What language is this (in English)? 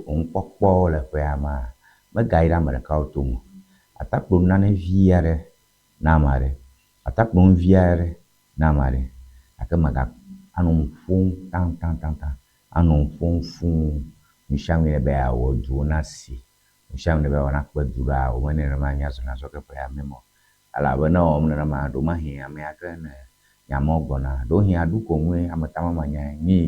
Ewe